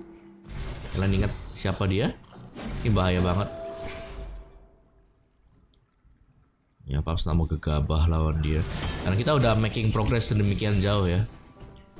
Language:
Indonesian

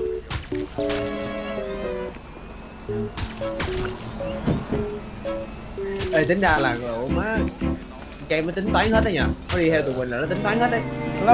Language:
Vietnamese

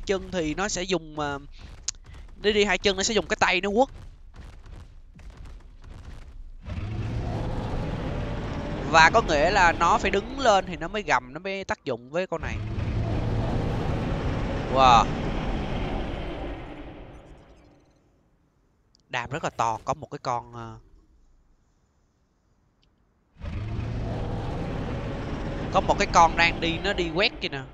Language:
Vietnamese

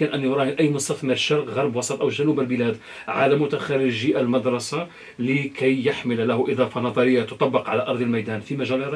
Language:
Arabic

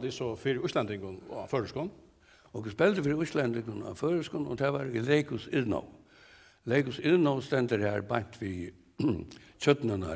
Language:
Faroese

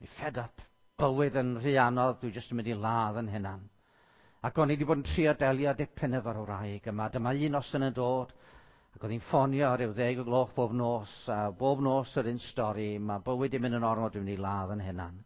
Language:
Welsh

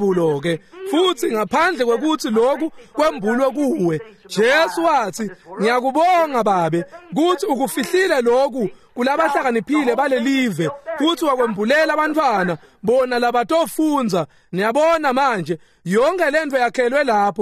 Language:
Swati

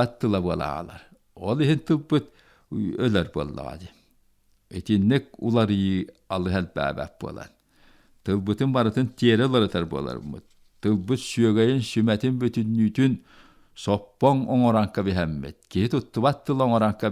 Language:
Yakut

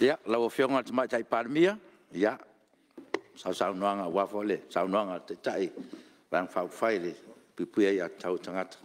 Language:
Samoan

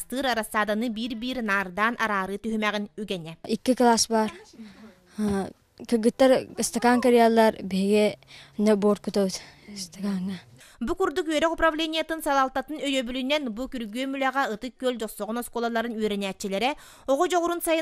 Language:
Yakut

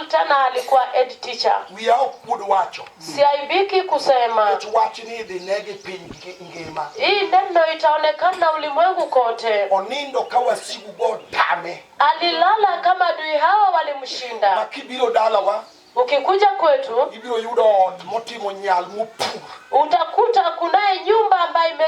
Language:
Luo (Kenya and Tanzania)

